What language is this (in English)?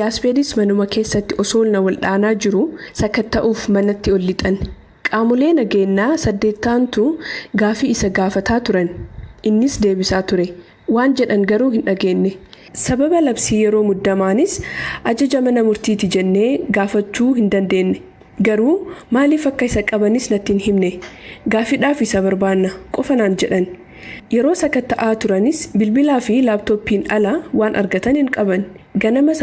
Oromo